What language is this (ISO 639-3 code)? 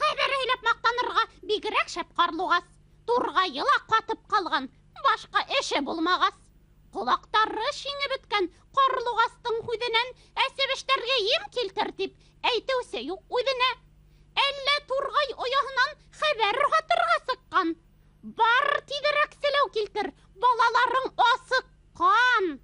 bak